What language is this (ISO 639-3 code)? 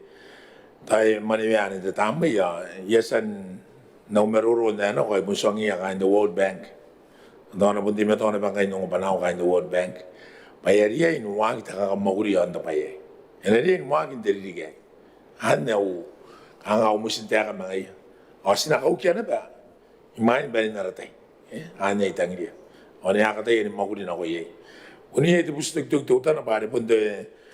gil